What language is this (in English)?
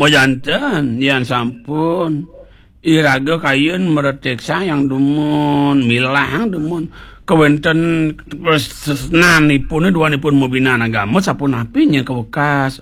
Balinese